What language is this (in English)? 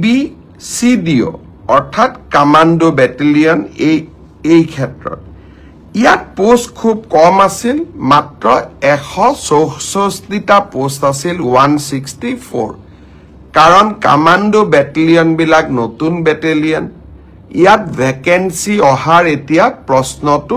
Assamese